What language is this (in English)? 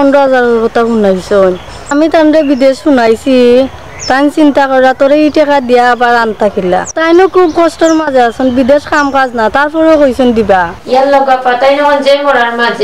Sylheti